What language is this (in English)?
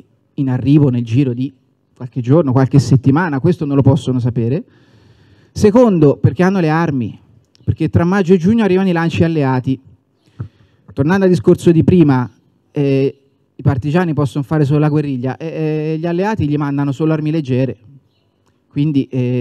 Italian